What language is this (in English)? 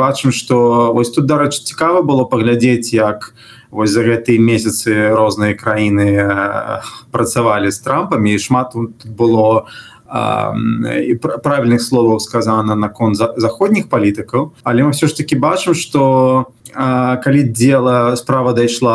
Belarusian